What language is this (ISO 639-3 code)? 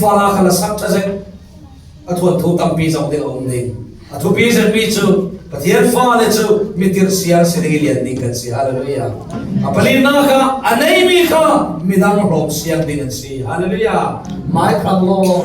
cfm